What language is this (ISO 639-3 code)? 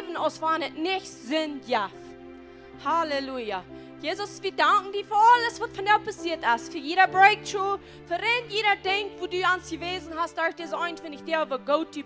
pdt